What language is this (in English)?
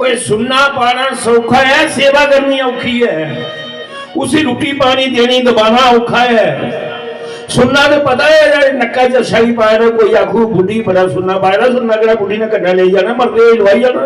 Dogri